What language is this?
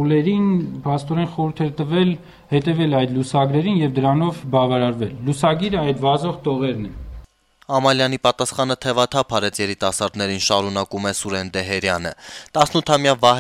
Armenian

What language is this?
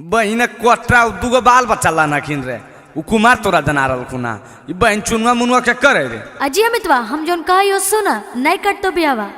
Magahi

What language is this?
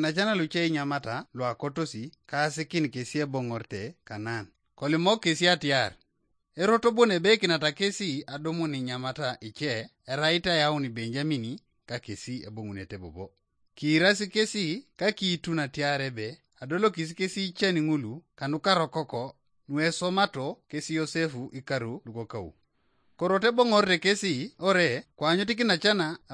Teso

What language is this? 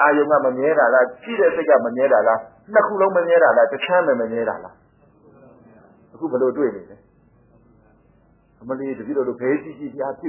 Burmese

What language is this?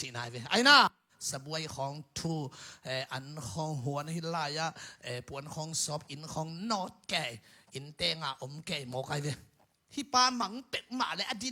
Tedim Chin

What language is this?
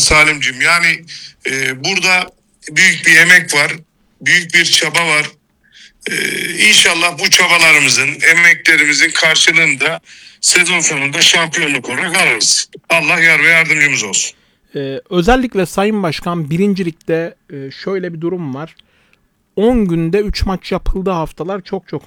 Turkish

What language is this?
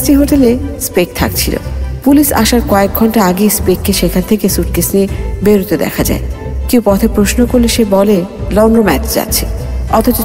Bangla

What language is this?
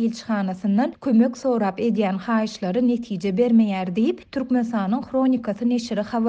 Turkmen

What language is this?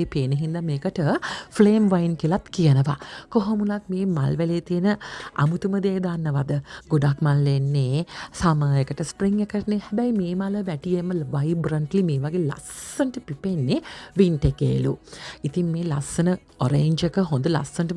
Sinhala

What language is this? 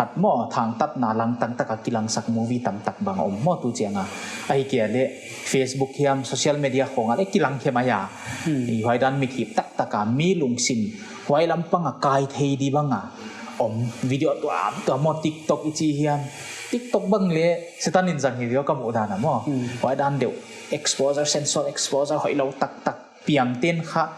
Paite Chin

